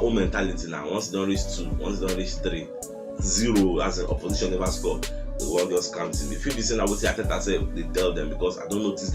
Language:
Nigerian Pidgin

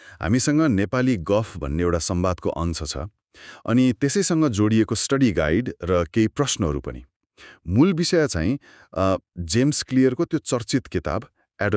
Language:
Nepali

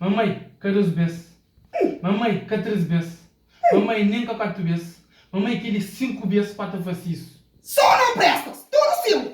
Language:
Kabuverdianu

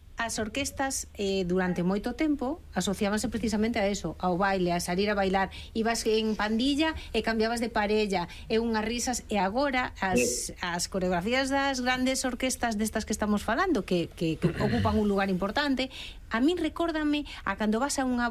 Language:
Galician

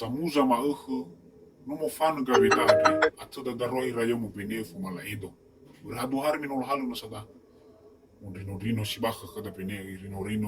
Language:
Nias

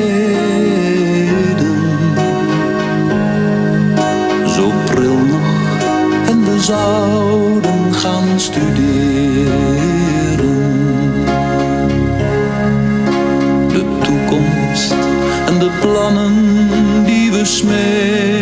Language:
Dutch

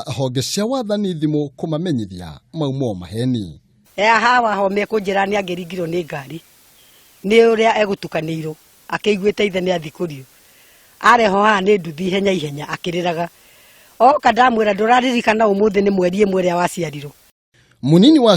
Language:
Kikuyu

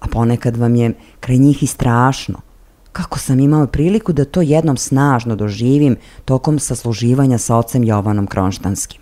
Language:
Serbian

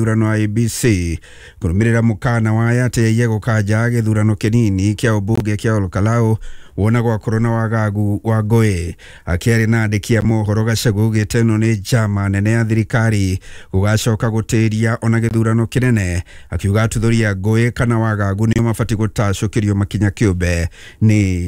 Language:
Kikuyu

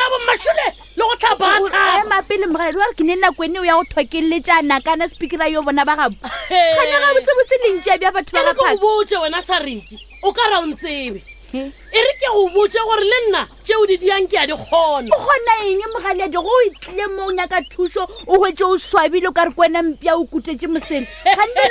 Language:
Northern Sotho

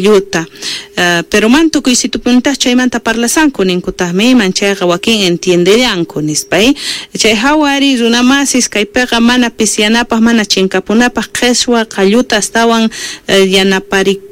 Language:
South Bolivian Quechua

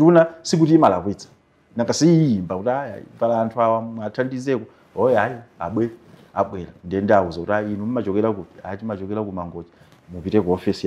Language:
Nyanja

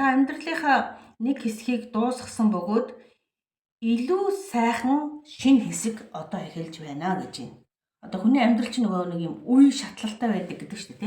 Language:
Mongolian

